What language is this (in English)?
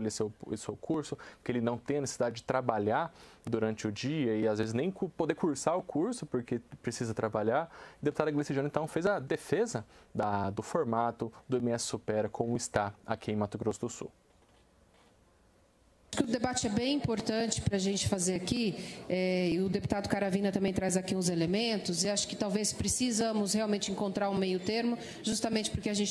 Portuguese